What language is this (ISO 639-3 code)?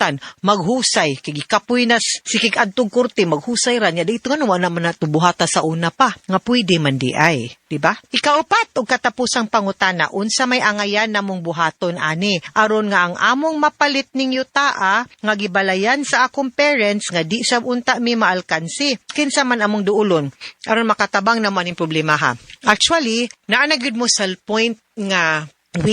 ceb